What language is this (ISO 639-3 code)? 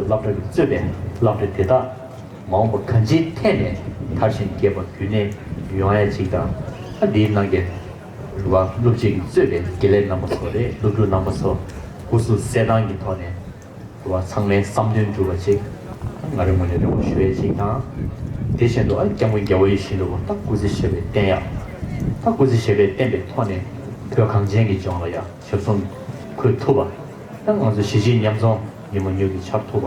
bod